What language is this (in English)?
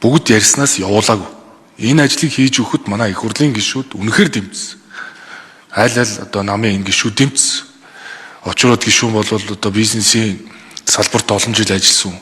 Mongolian